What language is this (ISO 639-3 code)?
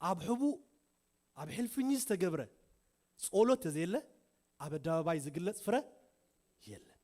tir